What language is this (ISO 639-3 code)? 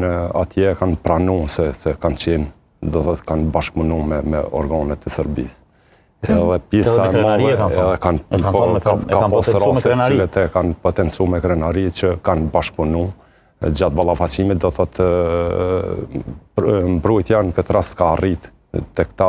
sqi